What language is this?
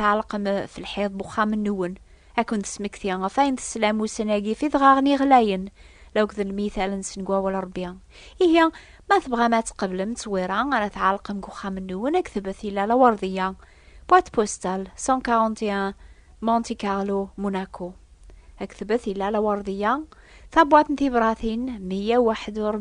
Kabyle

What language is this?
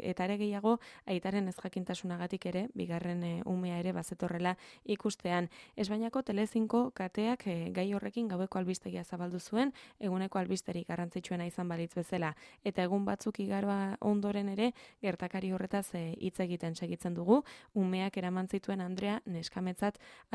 Basque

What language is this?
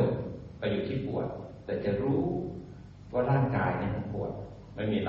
Thai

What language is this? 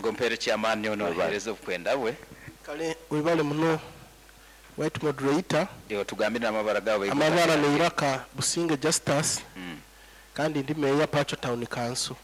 Nyoro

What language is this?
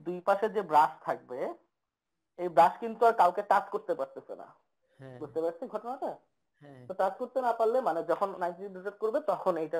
Bangla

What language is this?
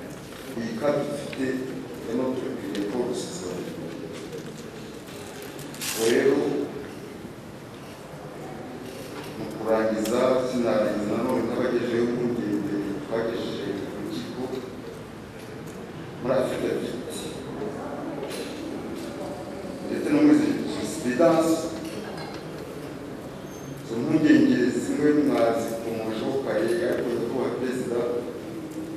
Kinyarwanda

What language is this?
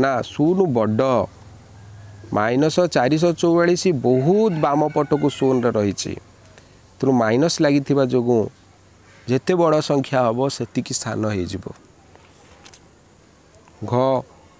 Odia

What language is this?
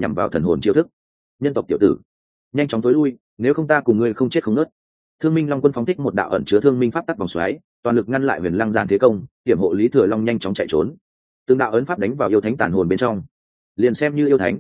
Vietnamese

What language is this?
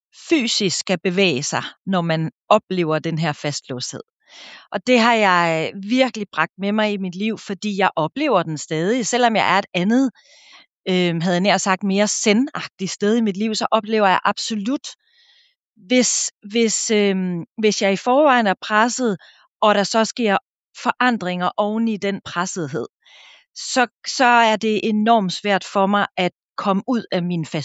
Danish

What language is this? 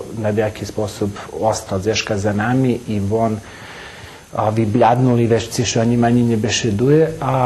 Rusyn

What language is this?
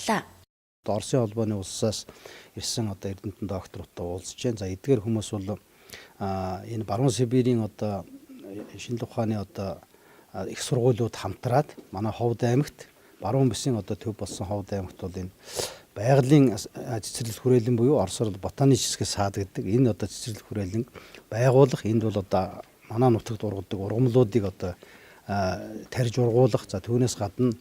Mongolian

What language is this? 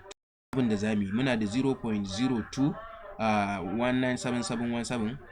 Hausa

